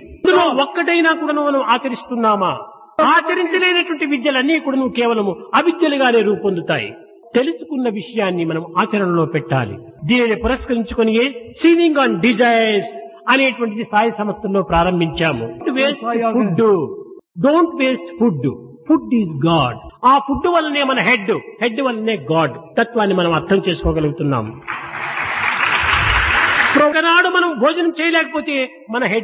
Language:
Telugu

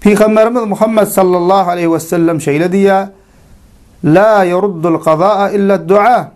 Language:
Turkmen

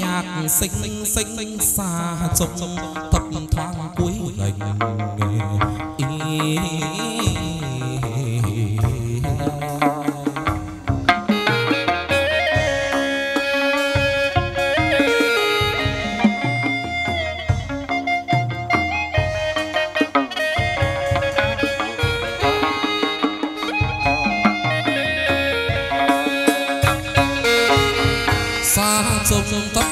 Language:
Vietnamese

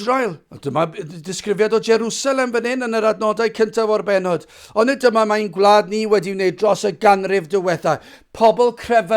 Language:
Welsh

